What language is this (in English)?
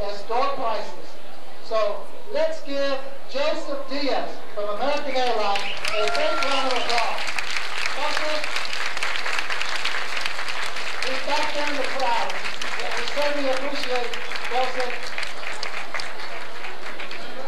English